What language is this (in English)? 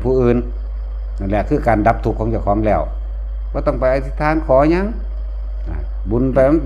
Northeastern Thai